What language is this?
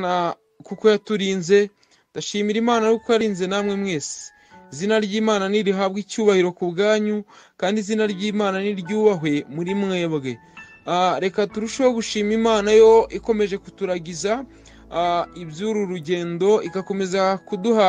Kinyarwanda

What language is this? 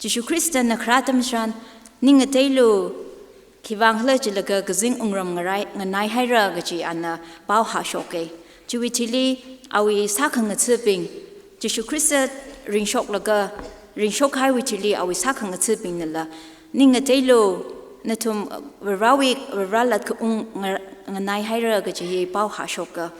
Tangkhul Naga (India)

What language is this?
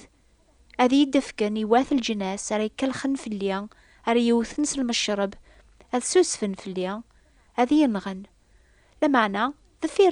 Kabyle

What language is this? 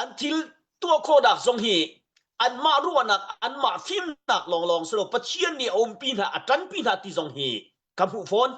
Hakha Chin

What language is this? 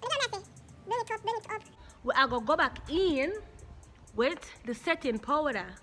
Jamaican Creole English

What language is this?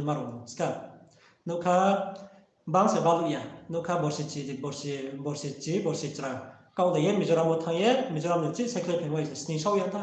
Riang (India)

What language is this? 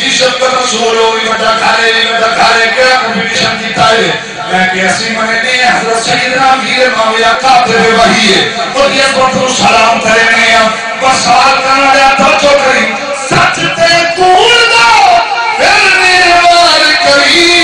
Saraiki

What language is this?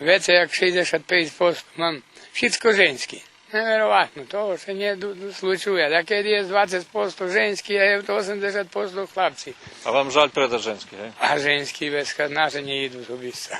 Rusyn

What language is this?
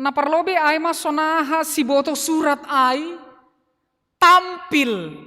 Batak Simalungun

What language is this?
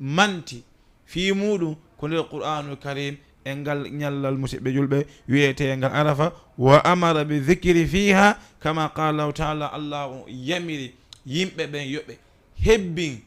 Fula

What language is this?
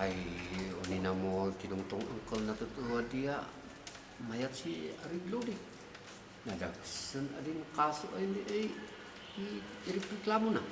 Kankanaey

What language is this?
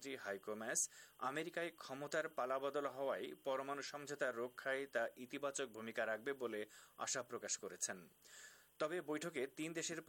Bangla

